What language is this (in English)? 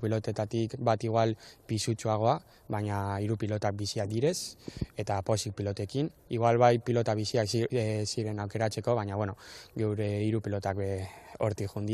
Basque